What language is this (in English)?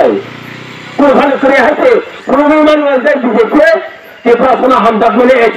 Kok Borok